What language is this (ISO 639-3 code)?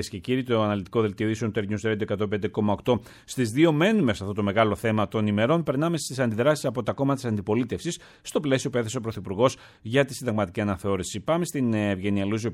ell